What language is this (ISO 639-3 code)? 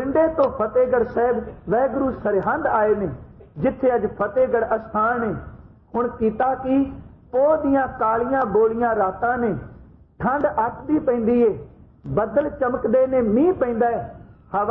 pan